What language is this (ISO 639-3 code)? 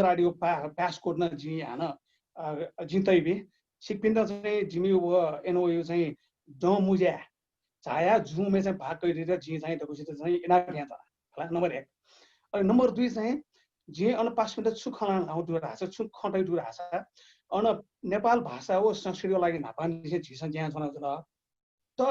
new